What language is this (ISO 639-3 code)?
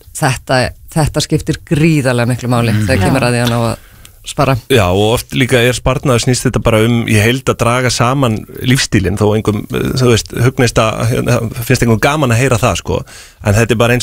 isl